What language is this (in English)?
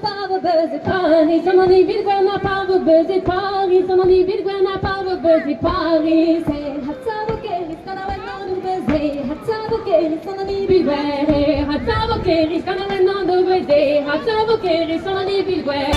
Breton